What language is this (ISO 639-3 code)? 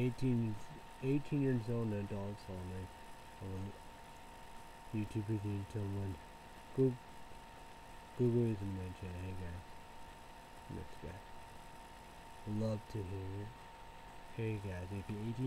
eng